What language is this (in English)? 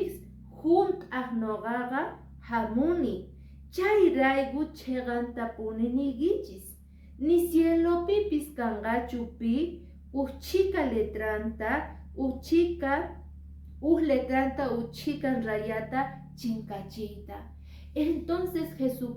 Quechua